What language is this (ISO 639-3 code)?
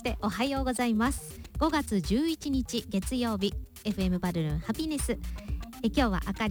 jpn